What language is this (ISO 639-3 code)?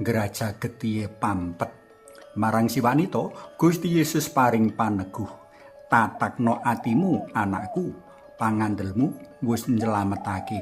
jav